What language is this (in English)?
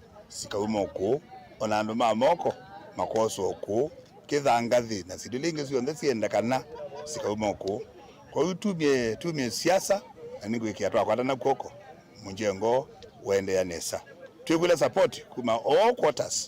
Kamba